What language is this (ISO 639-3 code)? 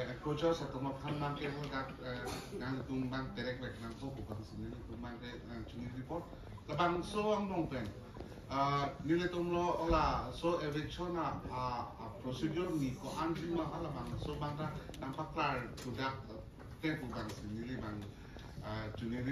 mjw